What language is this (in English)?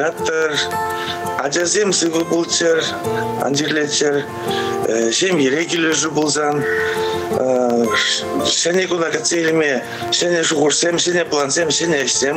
Chuvash